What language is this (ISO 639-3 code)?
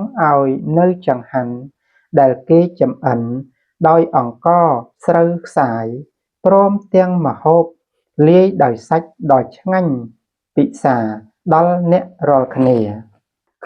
khm